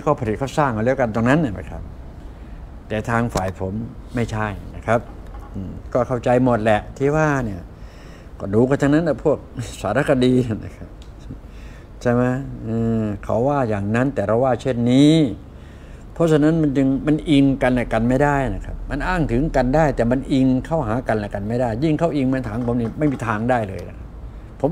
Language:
Thai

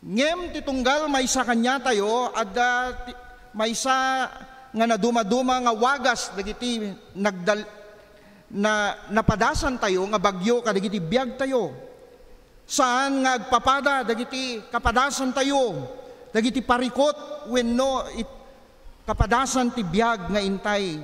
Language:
Iloko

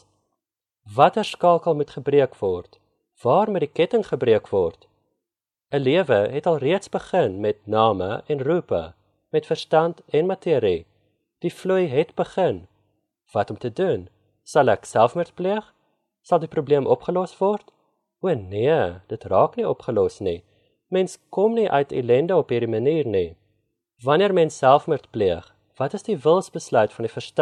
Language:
Afrikaans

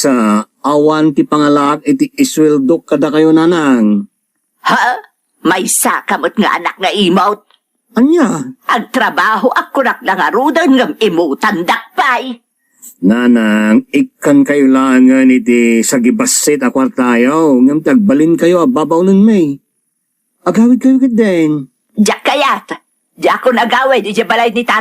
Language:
Iloko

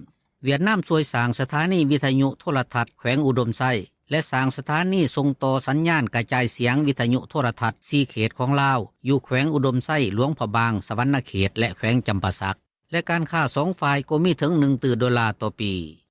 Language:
Lao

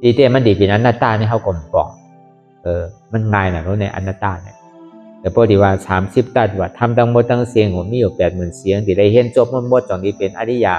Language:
Shan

